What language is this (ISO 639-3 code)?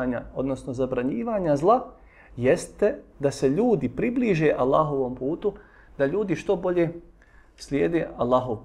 bos